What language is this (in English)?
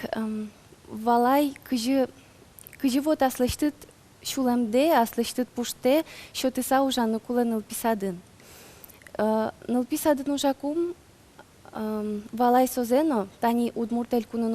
Udmurt